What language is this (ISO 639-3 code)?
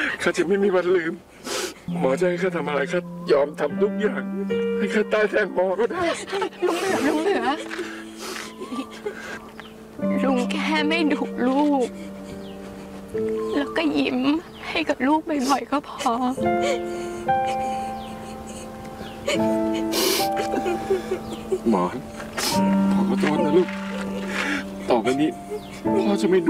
tha